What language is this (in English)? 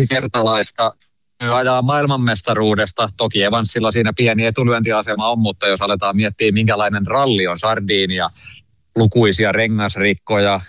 Finnish